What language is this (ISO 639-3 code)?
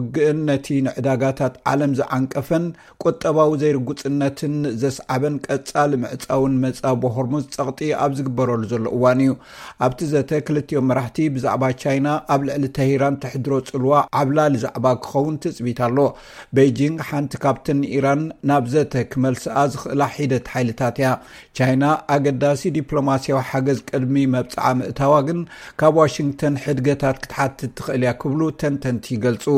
tir